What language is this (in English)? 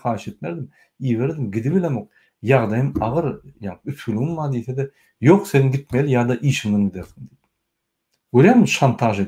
Turkmen